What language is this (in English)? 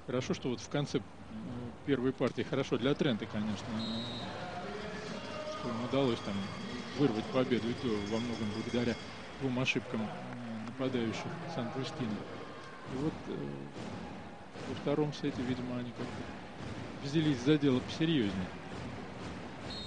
Russian